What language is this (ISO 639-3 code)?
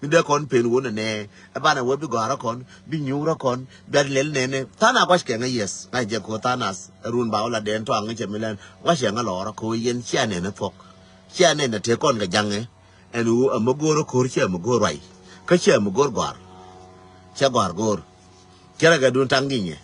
nus